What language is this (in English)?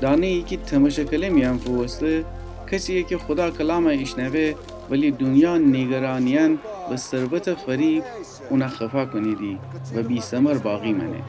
Gilaki